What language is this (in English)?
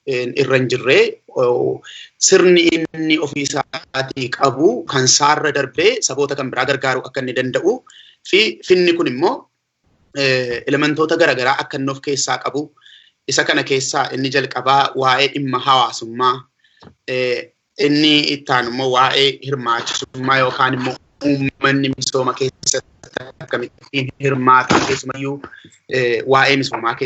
Oromo